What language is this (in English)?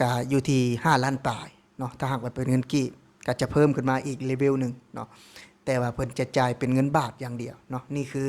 Lao